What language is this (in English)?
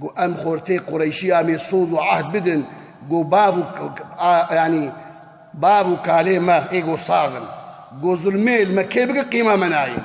Kurdish